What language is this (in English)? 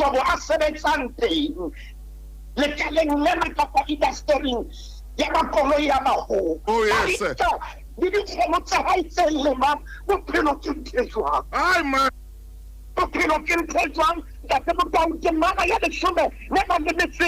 Southern Sotho